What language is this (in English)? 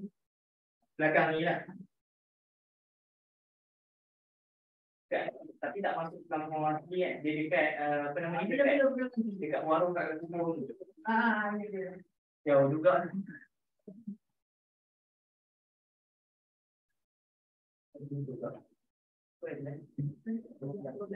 Malay